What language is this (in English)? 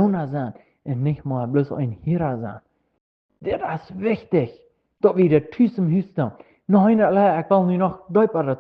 Plautdietsch